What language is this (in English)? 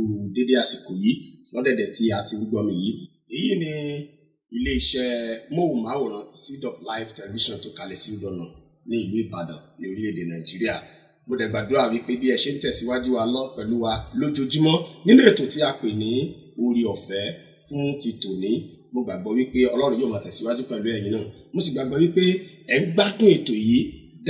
Yoruba